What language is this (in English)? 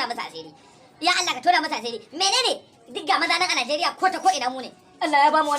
Hausa